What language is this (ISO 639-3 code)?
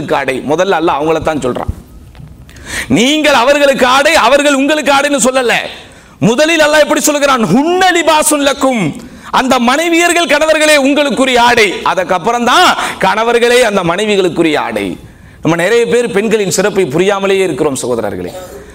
tam